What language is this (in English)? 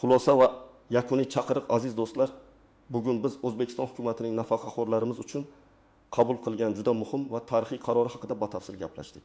Uzbek